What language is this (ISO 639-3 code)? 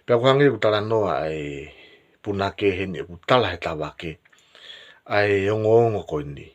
ton